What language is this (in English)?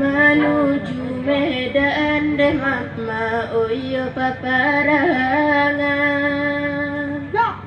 Minangkabau